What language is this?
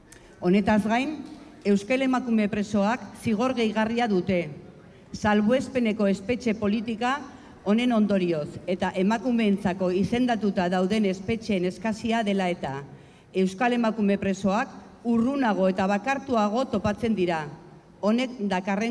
Basque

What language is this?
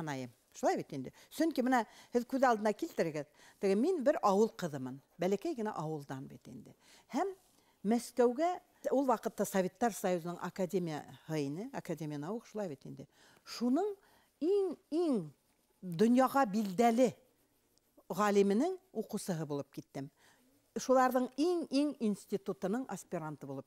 Bashkir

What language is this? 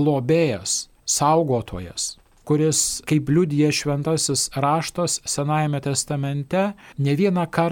Lithuanian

